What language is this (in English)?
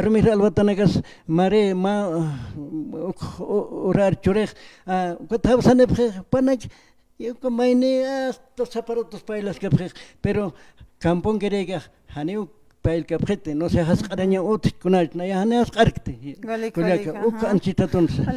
Aymara